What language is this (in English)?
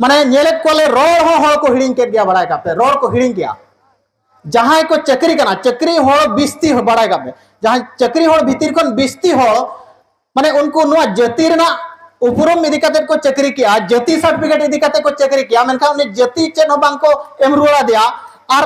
Santali